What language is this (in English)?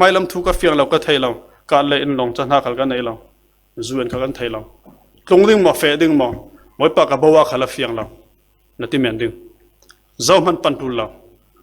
Falam Chin